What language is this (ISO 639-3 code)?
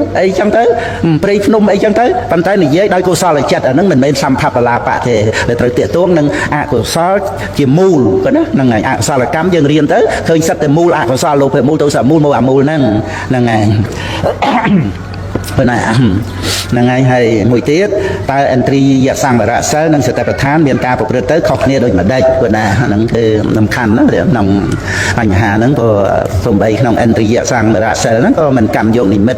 khm